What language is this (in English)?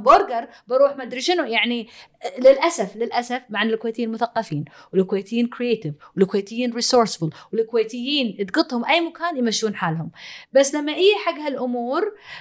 Gulf Arabic